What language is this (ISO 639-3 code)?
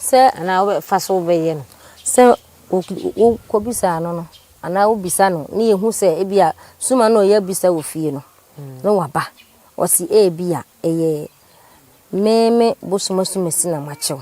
aka